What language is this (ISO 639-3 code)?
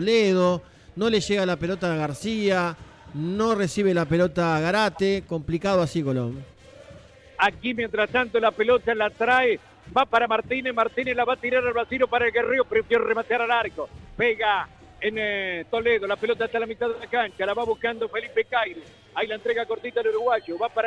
spa